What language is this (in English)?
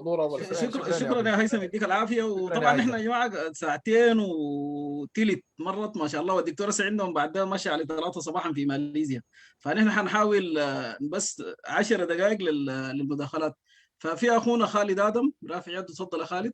Sudanese Arabic